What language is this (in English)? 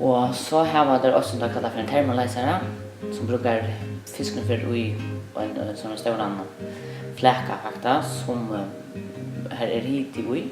Faroese